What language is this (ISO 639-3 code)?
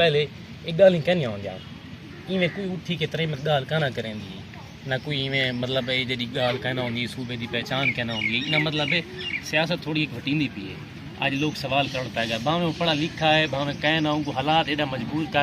skr